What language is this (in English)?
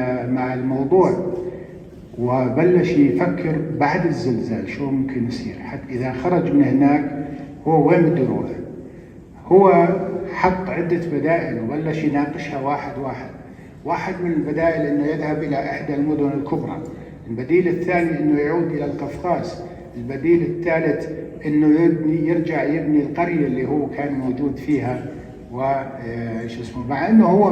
North Levantine Arabic